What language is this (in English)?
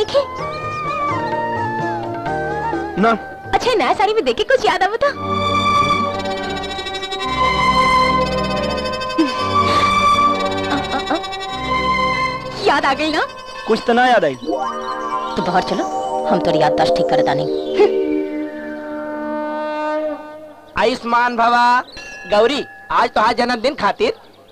Bhojpuri